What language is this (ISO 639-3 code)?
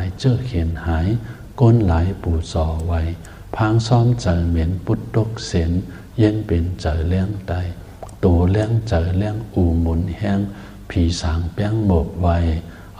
shn